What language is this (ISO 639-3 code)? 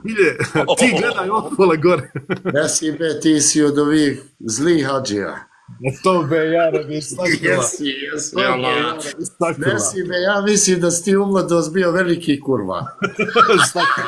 bos